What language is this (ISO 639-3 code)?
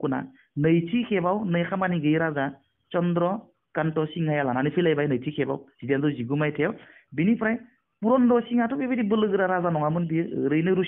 brx